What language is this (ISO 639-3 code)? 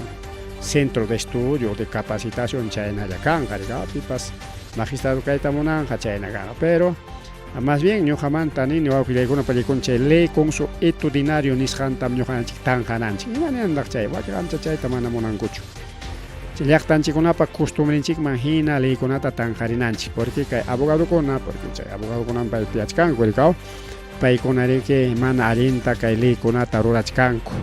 quy